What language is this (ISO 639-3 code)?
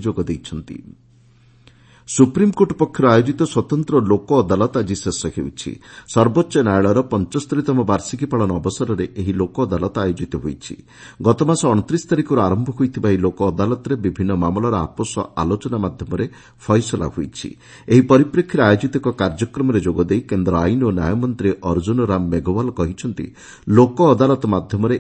ori